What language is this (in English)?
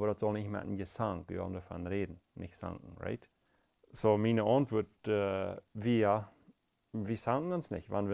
Plautdietsch